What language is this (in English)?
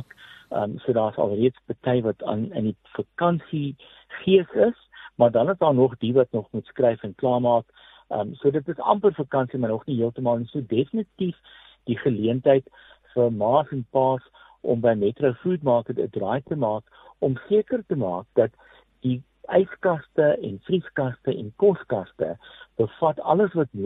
Afrikaans